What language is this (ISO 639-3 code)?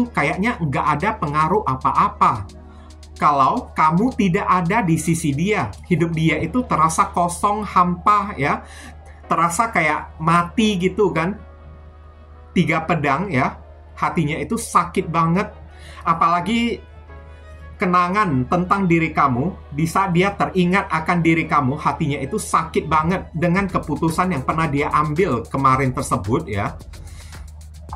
ind